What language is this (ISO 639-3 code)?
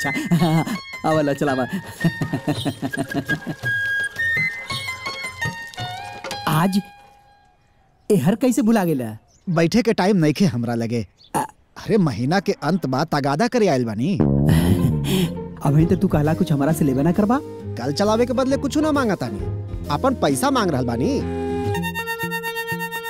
bho